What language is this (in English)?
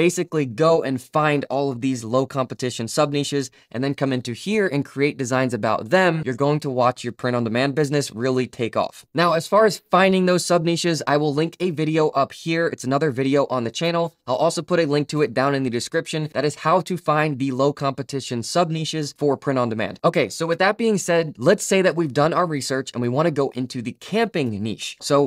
English